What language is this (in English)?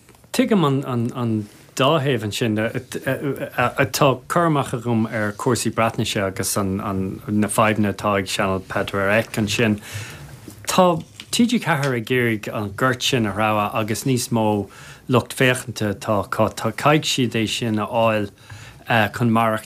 Irish